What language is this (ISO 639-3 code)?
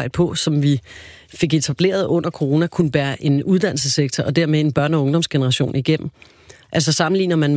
dan